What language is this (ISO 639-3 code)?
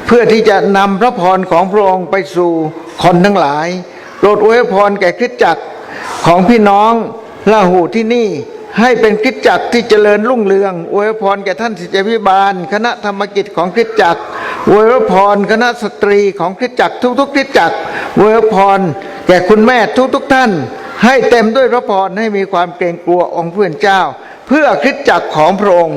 lhu